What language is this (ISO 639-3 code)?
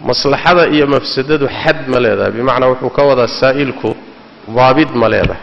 som